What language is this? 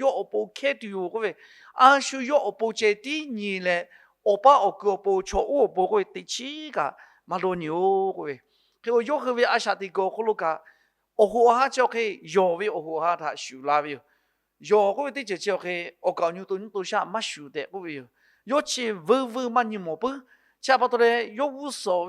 Lahu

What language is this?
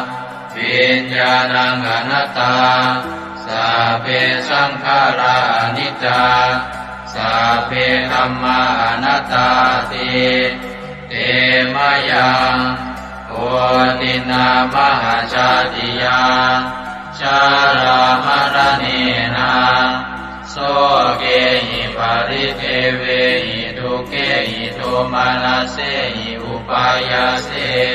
Pali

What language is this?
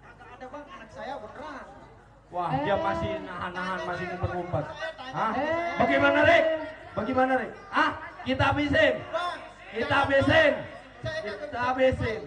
Betawi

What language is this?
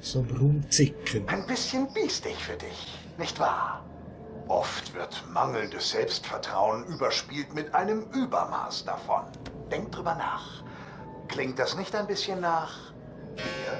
Swiss German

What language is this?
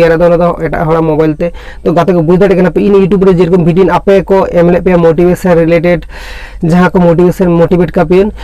Santali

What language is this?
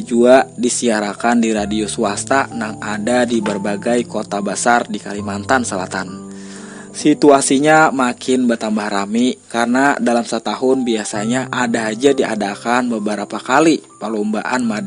Banjar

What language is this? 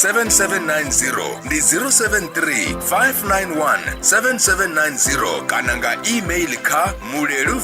Venda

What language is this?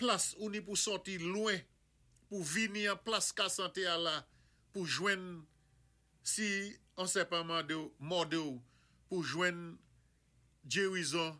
Saint Lucian Creole French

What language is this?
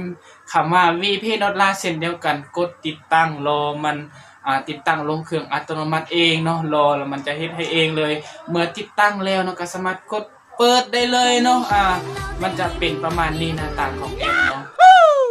Lao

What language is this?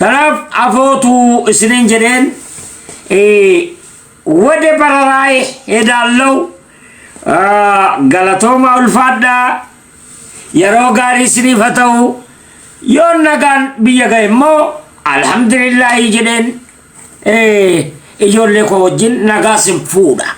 Oromo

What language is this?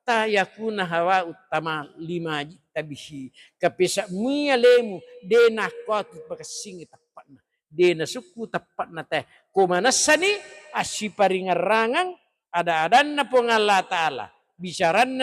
Buginese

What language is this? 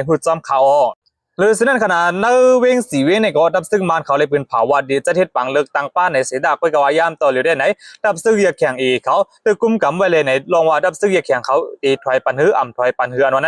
Shan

